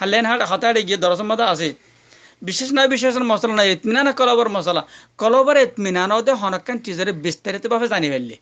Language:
Rohingya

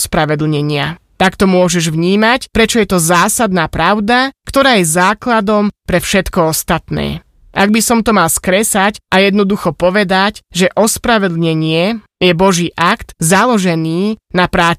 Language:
Slovak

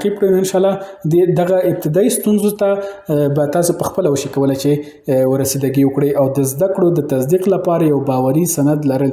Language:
Pashto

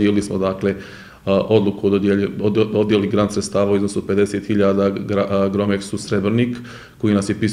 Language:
Bosnian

